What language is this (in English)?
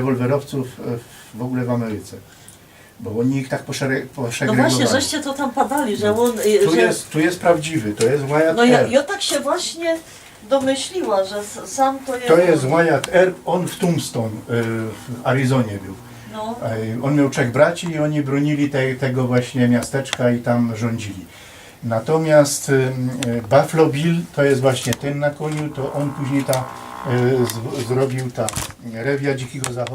Silesian